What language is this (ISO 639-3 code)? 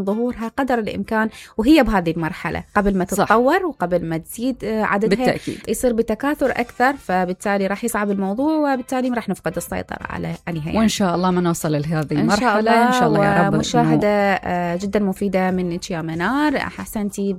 acm